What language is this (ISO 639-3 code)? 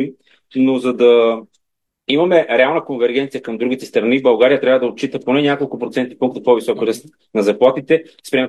bul